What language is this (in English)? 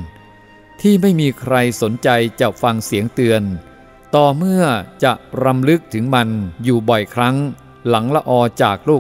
Thai